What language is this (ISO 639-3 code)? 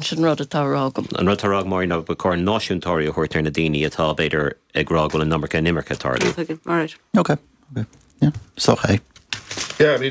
gle